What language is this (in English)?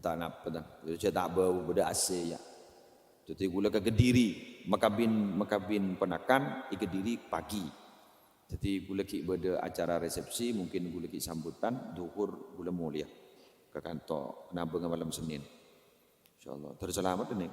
Madurese